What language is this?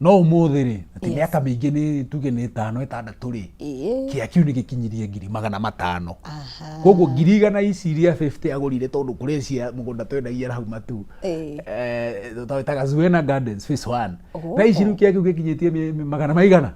Kikuyu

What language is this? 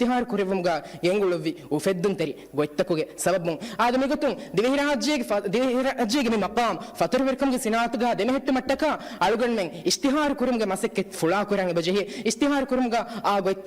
Divehi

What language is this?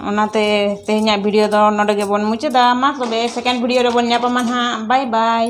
Santali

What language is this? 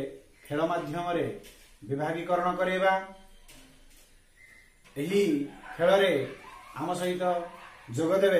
Odia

